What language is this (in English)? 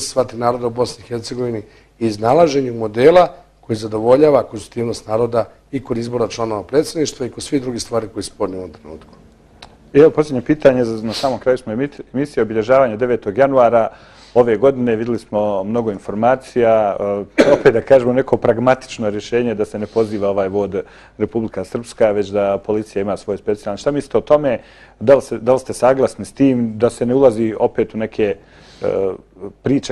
Bosnian